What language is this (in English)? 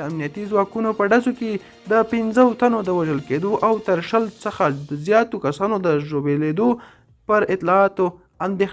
Pashto